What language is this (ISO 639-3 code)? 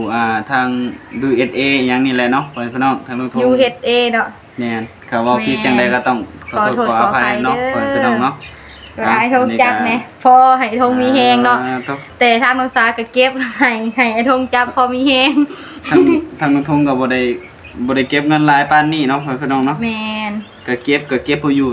tts